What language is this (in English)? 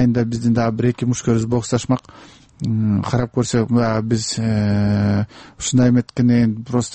Kyrgyz